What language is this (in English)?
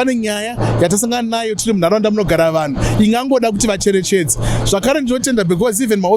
Shona